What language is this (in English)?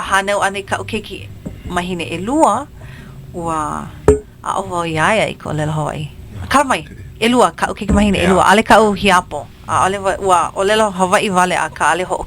Hawaiian